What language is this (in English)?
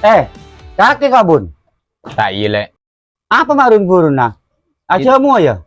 Madurese